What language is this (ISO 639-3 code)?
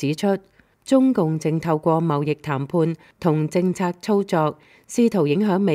yue